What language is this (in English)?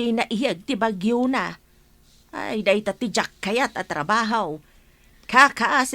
Iloko